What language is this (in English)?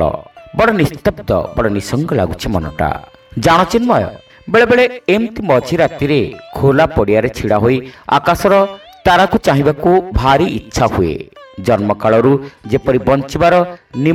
Odia